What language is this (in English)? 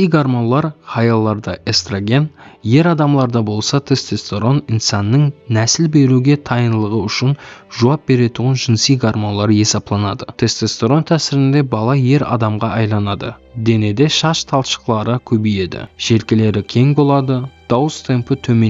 Kara-Kalpak